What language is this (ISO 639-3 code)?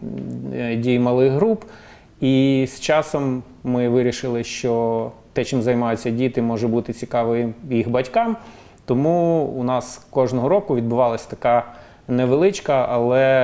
ukr